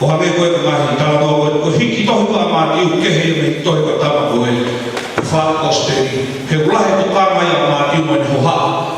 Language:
Tongan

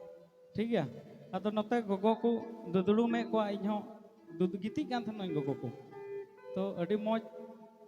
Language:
Santali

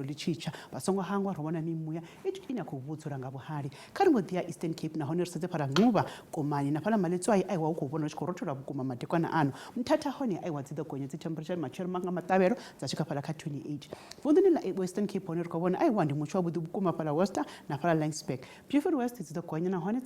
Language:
Venda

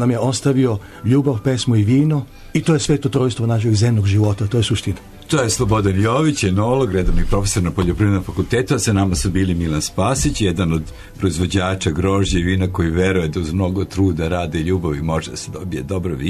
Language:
Serbian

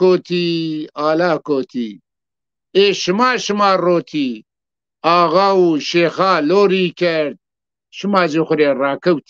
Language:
Zaza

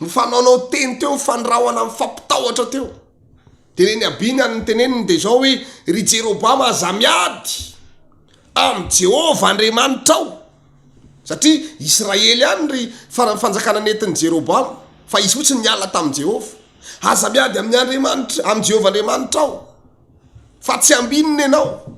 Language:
Malagasy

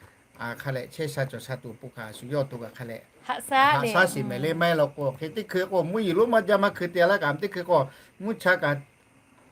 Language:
Lahu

